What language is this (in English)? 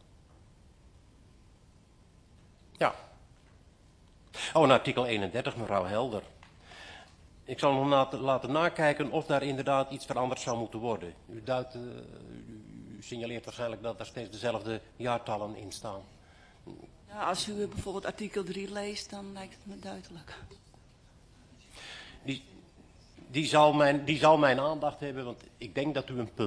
Dutch